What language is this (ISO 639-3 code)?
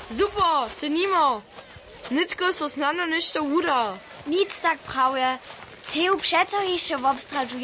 hsb